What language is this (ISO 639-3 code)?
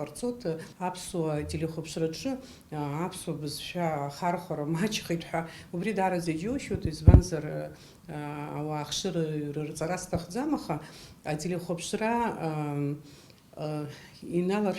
abk